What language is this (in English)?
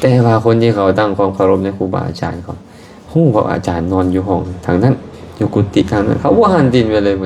Lao